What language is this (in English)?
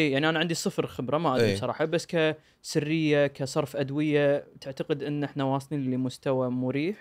Gulf Arabic